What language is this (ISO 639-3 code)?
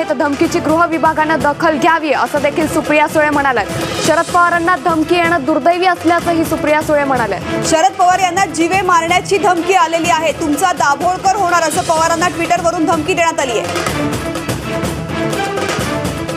mar